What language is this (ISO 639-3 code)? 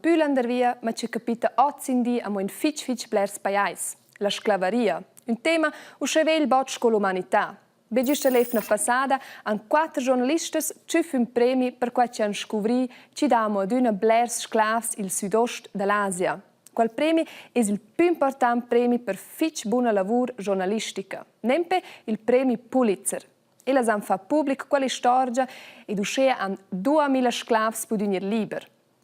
roh